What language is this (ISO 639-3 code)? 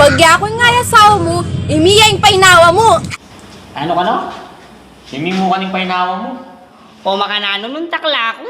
pam